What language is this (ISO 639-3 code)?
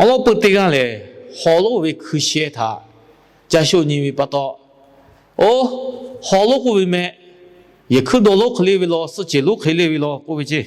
lhu